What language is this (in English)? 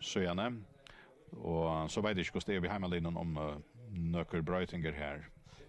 Faroese